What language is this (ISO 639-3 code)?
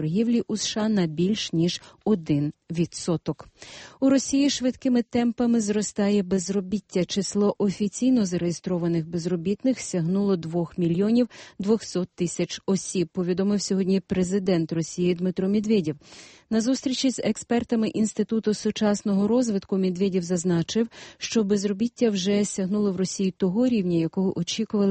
ukr